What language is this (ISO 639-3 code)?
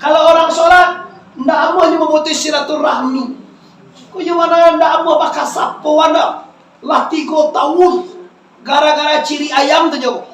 min